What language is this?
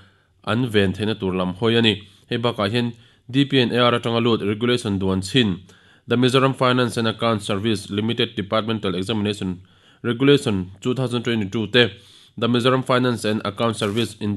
Mizo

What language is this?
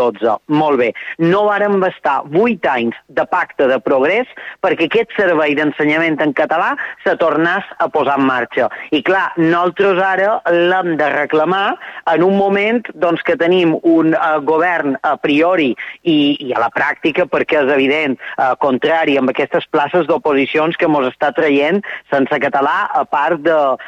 Catalan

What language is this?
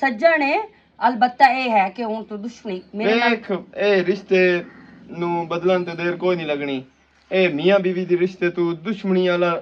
Western Panjabi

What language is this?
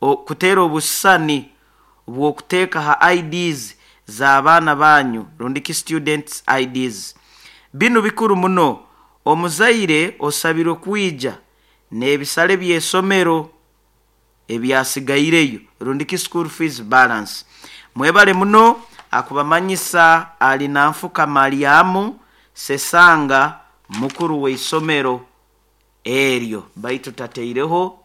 Nyoro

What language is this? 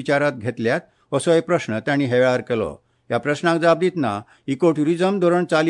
Konkani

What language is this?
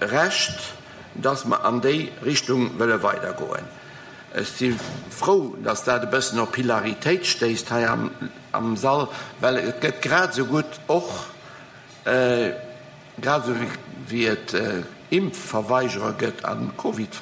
Luxembourgish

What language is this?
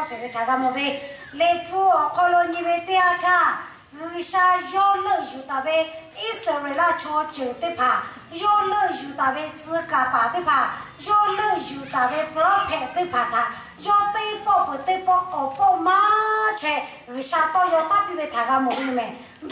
Lahu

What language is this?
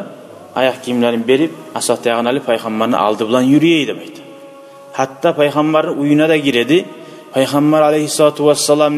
Kumyk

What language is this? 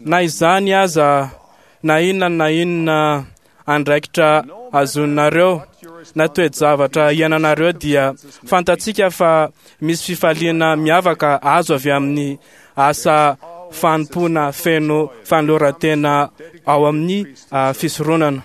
Malagasy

